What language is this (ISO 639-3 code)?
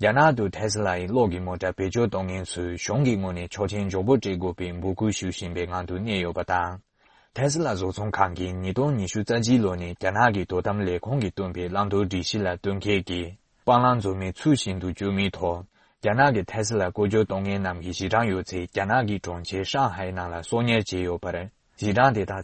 bod